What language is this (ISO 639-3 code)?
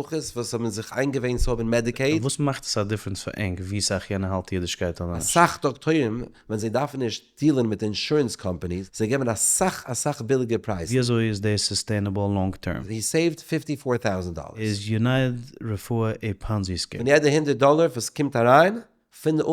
yid